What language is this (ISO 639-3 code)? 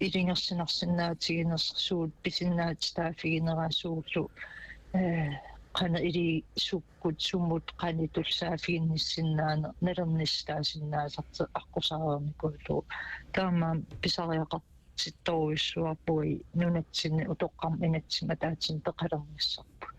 kal